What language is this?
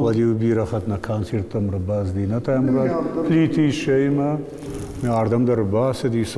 Ossetic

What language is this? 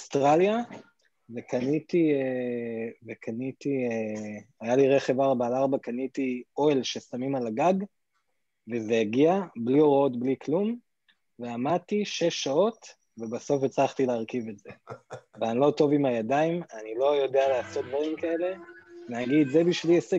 Hebrew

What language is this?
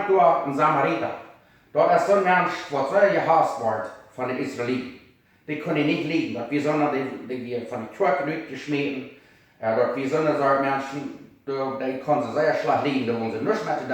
Plautdietsch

